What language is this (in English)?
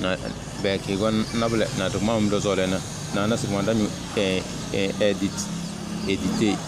Tem